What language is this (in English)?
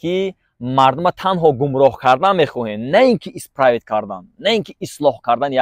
Tajik